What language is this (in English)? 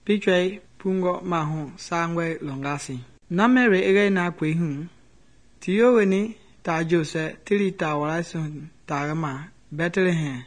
Mende